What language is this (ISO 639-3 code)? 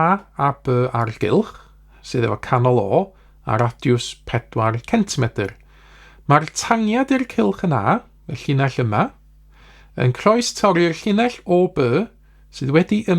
cym